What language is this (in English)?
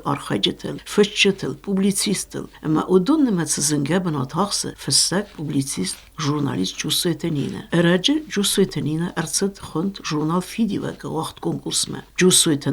Ossetic